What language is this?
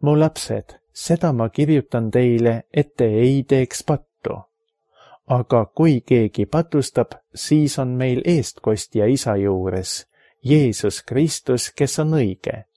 Estonian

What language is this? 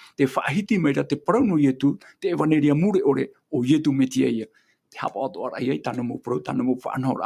Tahitian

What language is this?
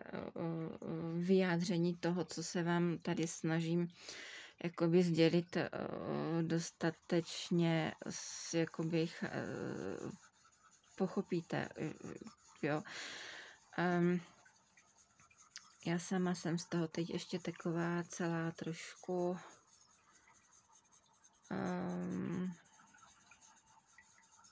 Czech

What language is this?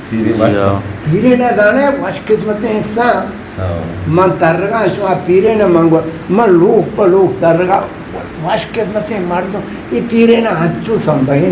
Eastern Balochi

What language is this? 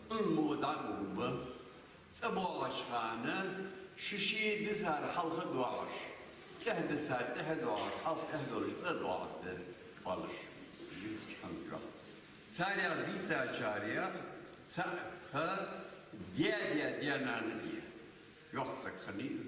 Ingush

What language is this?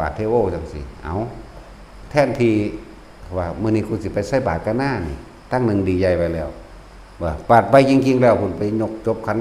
Northeastern Thai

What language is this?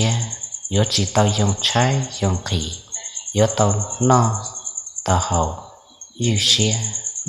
Hmong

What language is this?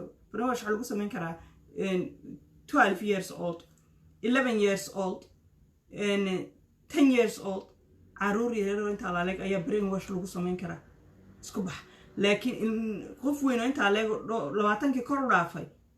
Somali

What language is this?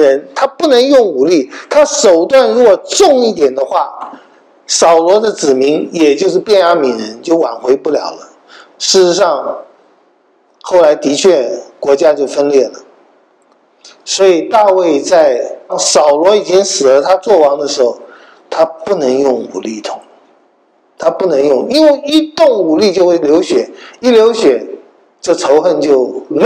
Chinese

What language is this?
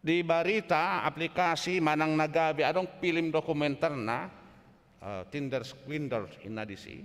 Batak Toba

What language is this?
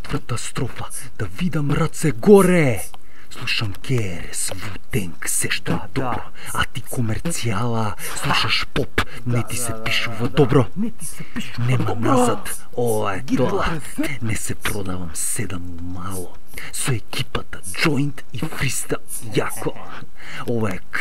Macedonian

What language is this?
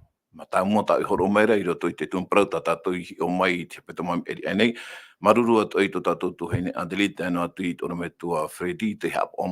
Tahitian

